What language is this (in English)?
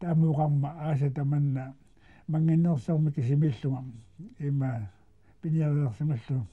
Kalaallisut